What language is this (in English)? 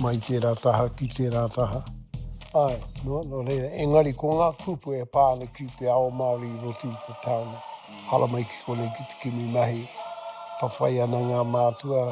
Māori